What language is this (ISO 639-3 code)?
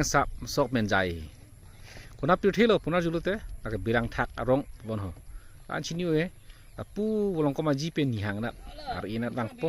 mjw